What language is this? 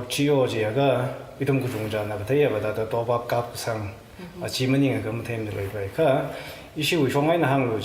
Tangkhul Naga (India)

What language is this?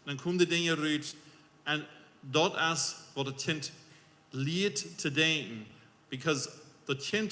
Plautdietsch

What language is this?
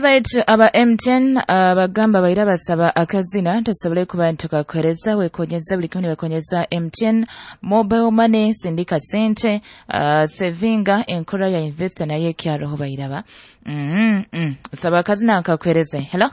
Nyoro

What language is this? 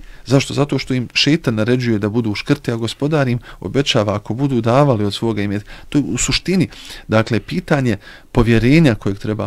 Bosnian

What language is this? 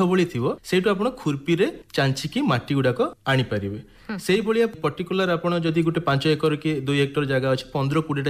Odia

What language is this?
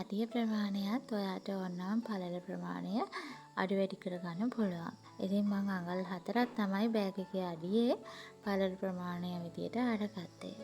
Sinhala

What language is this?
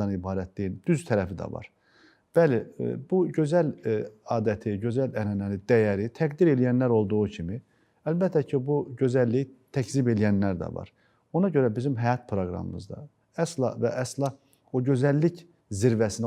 Azerbaijani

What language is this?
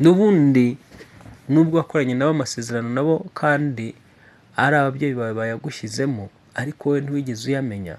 Kinyarwanda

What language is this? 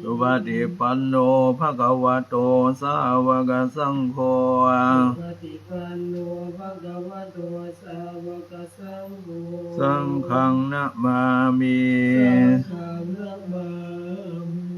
Pali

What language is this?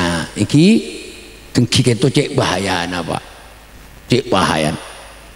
Madurese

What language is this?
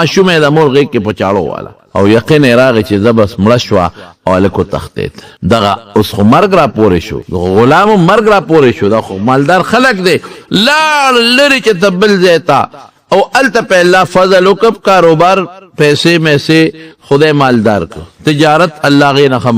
Pashto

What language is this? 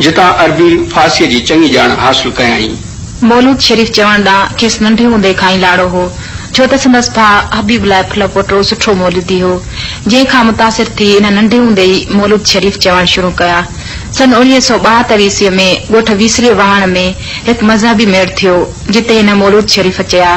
Sindhi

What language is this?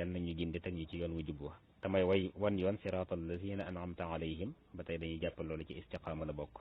Wolof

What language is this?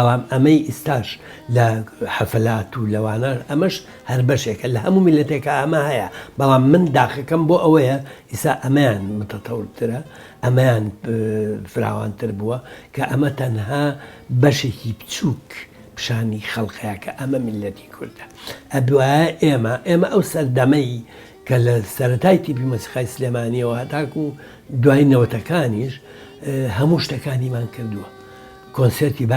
Central Kurdish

